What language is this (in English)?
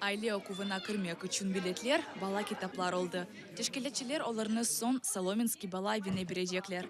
Crimean Tatar